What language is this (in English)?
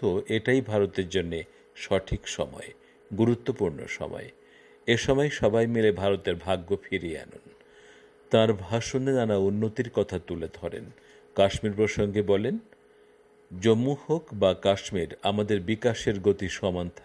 Bangla